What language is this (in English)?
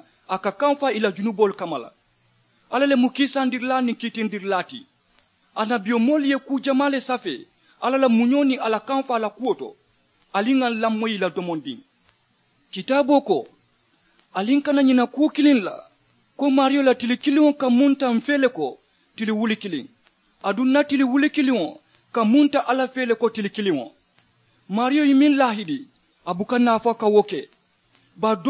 Mandingo